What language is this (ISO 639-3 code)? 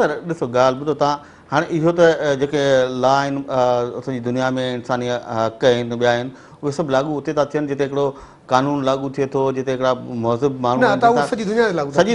snd